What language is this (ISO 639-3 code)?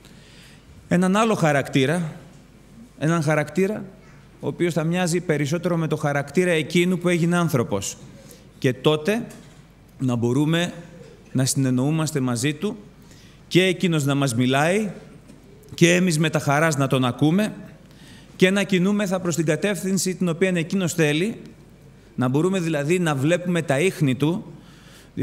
ell